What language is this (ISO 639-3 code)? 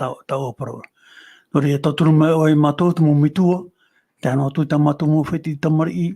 tah